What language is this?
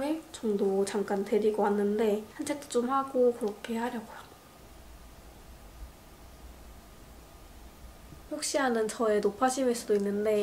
Korean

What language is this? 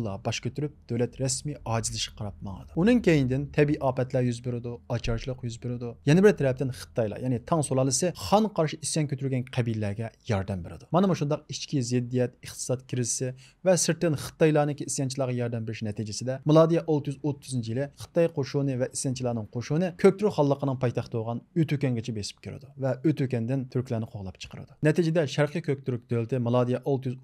Uyghur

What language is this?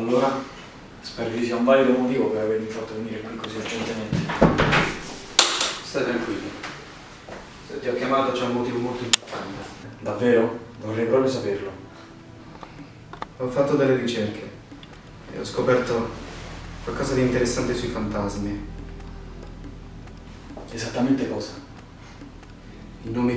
Italian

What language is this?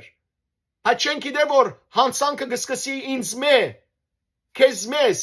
Western Armenian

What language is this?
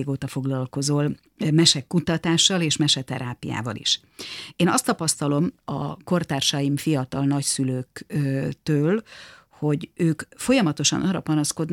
Hungarian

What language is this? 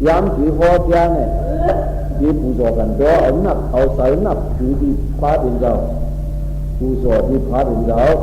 Shan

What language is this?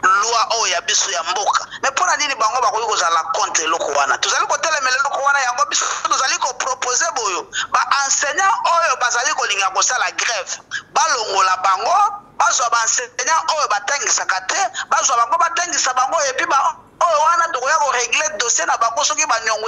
Lingala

